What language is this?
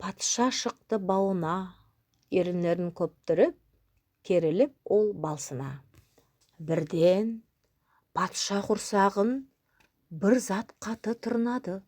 Nogai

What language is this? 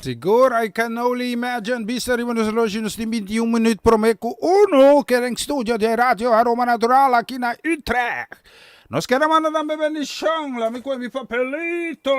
Papiamento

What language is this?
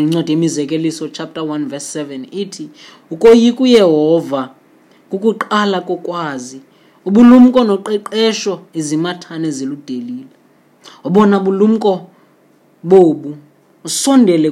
Xhosa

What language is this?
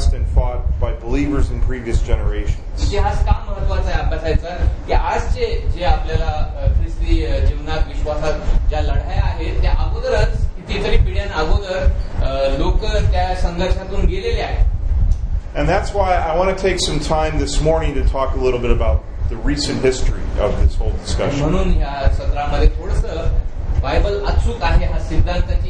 Marathi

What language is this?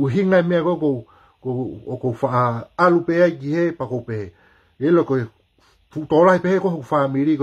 Tongan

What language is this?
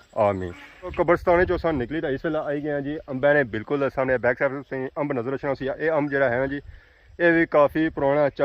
Pahari-Potwari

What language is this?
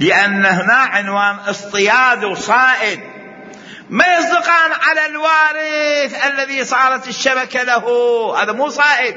Mesopotamian Arabic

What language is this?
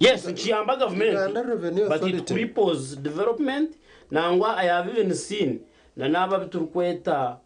Nyankole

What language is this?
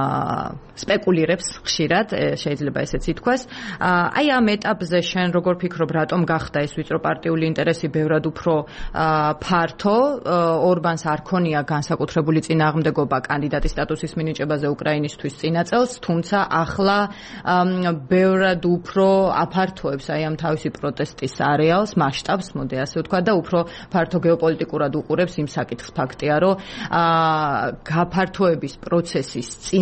Georgian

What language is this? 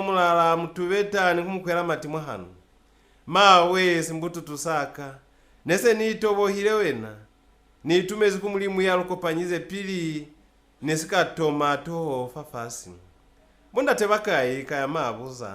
Lozi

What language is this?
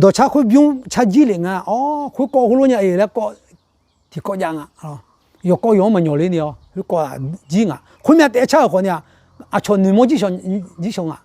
Akha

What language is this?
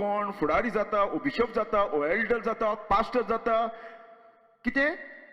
Konkani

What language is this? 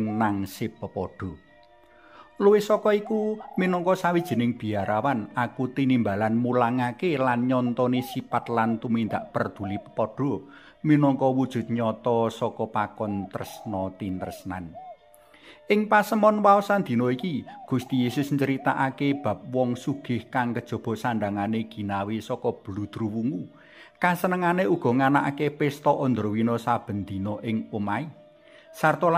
Javanese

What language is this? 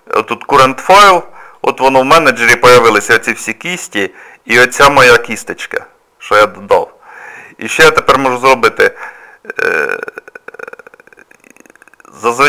Ukrainian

